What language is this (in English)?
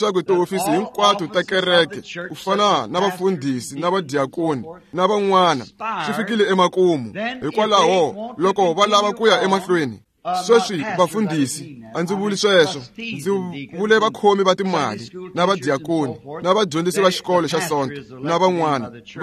Tsonga